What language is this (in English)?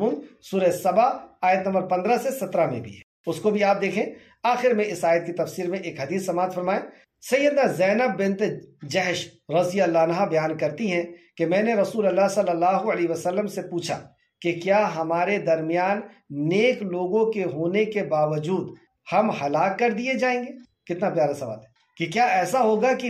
Urdu